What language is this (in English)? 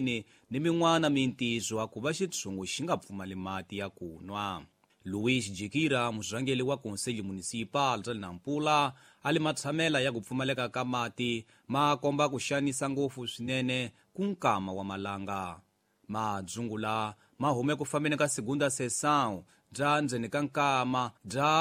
Tsonga